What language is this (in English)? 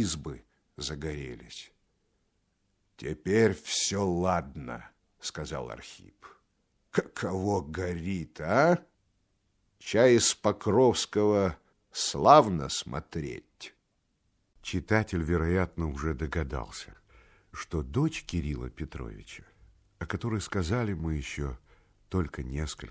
Russian